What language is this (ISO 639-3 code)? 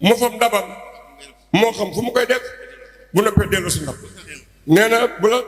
wol